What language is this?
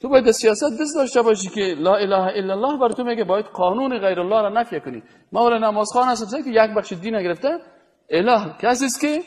Persian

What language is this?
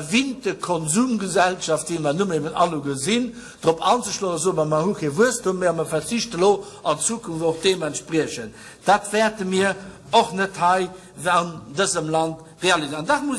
Luxembourgish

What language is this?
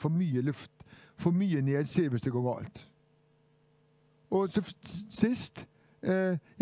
Norwegian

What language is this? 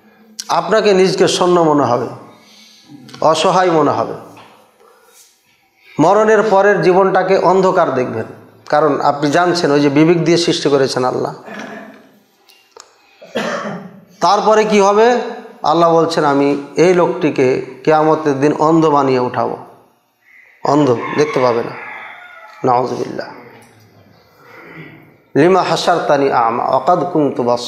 Bangla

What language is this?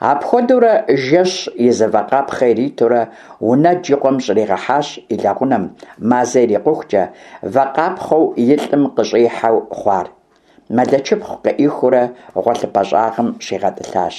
Kabardian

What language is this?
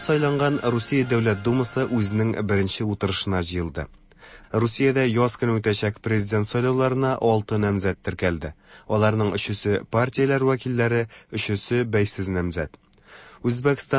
Tatar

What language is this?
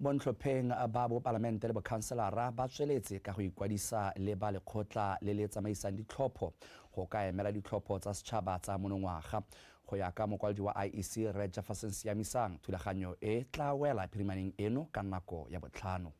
Tswana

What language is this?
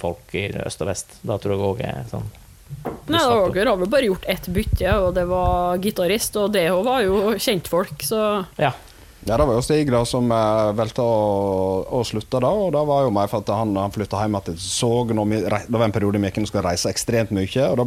Norwegian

